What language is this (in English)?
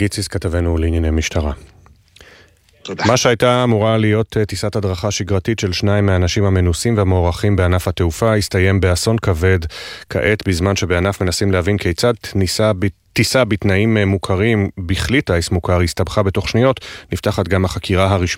Hebrew